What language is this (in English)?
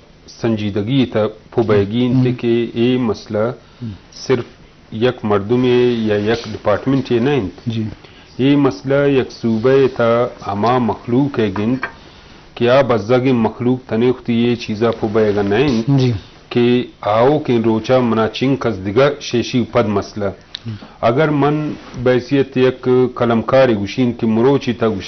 Baluchi